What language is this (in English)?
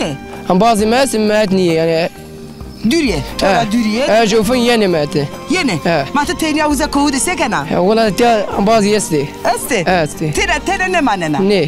Zaza